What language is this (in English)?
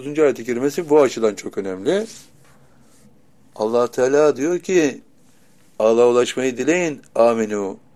Turkish